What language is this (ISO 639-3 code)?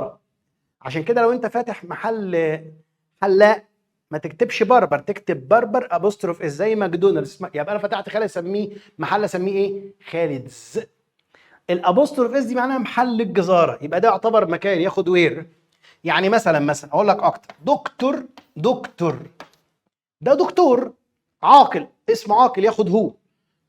arz